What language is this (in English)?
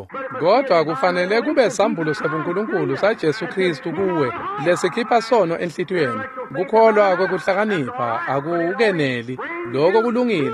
Swati